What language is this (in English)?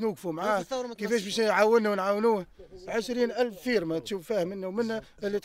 Tunisian Arabic